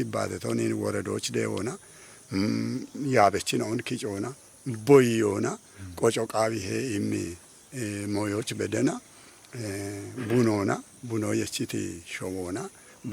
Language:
Kafa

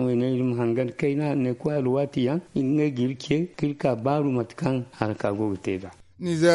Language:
Zarma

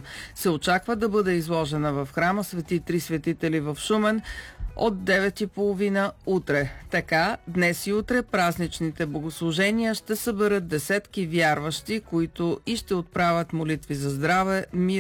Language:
Bulgarian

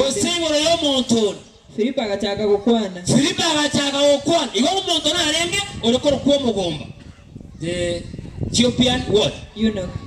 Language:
Gusii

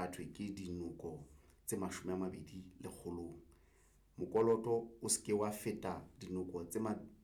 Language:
Southern Sotho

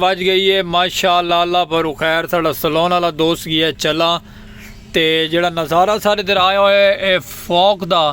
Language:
Saraiki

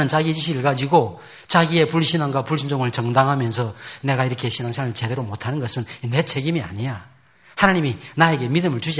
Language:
Korean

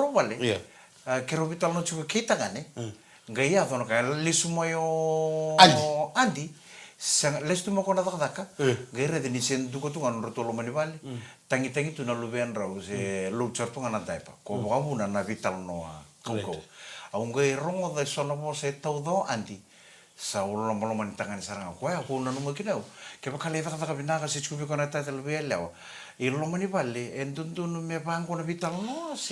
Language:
Fijian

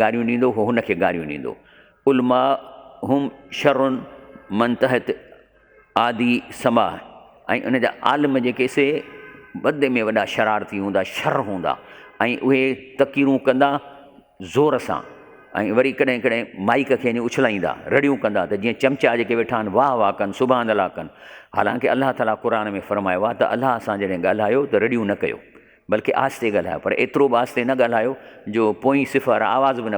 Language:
Sindhi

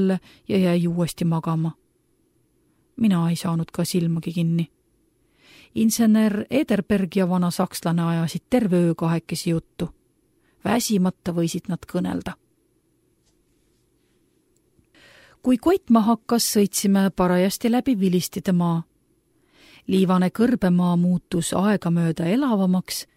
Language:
Estonian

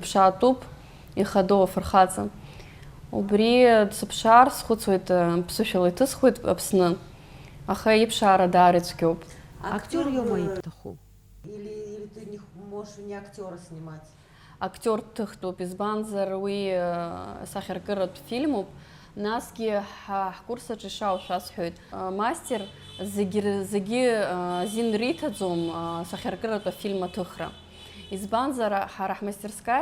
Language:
Abkhazian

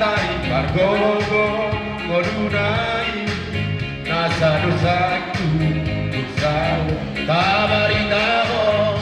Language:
Batak Toba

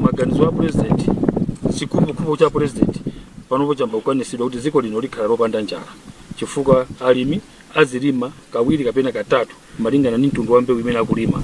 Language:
Nyanja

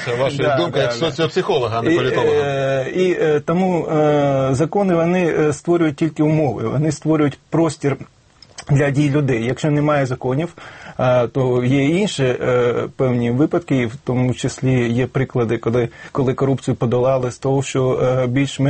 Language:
Ukrainian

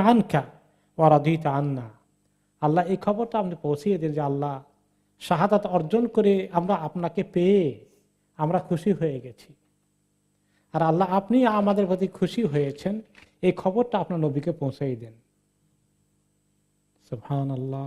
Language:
Bangla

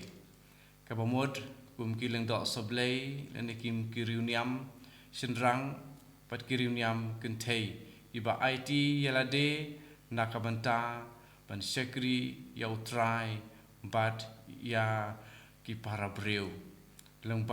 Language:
Khasi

